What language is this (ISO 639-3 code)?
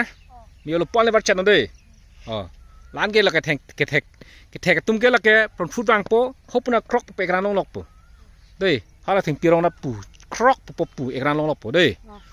mjw